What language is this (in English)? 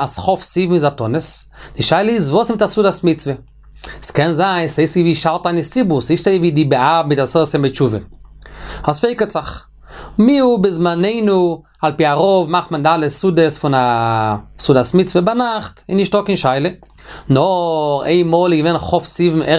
Yiddish